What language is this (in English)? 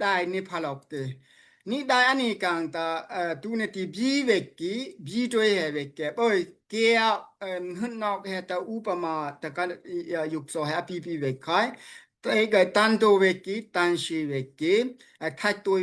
Daai Chin